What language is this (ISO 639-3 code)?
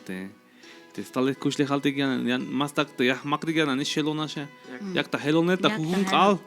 tzh